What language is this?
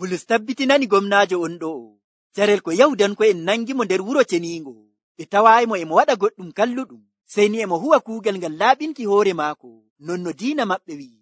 Nigerian Fulfulde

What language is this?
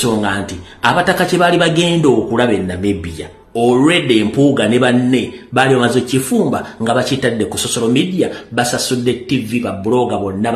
Ganda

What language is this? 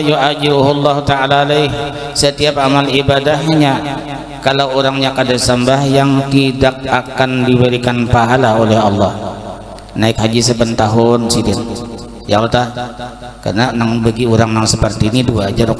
Banjar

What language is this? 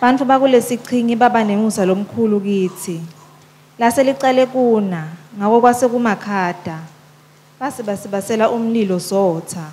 Swati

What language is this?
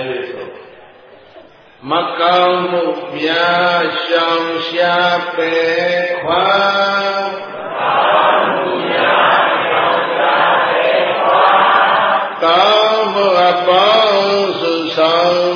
Burmese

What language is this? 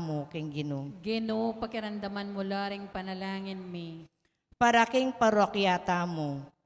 Pampanga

